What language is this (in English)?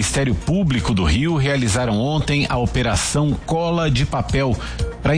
Portuguese